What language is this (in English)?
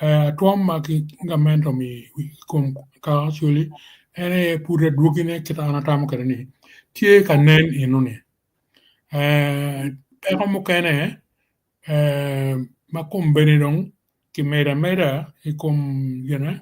Acoli